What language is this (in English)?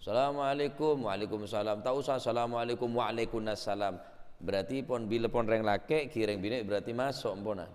Madurese